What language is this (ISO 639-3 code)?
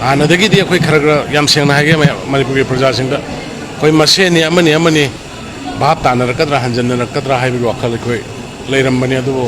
mni